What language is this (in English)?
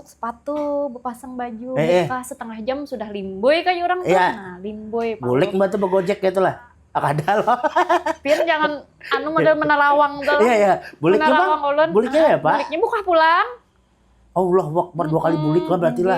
Banjar